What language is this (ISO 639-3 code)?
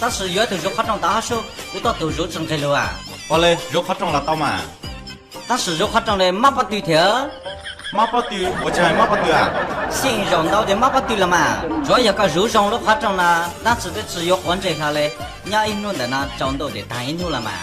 hmn